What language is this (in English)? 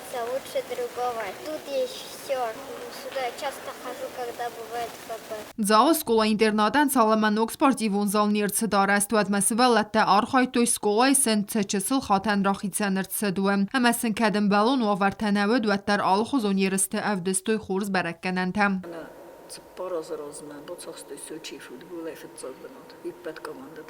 Ossetic